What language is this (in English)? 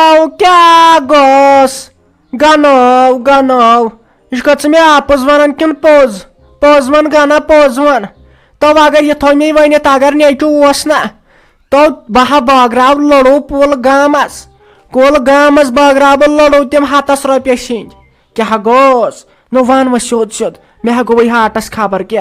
Kashmiri